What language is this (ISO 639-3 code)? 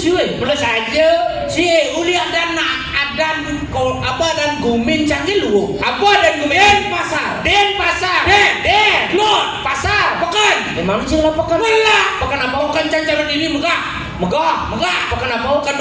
ban